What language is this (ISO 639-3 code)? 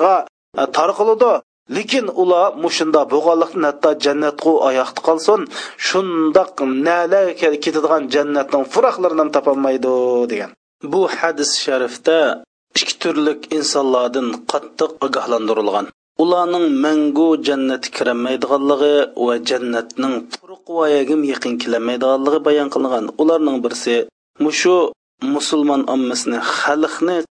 uig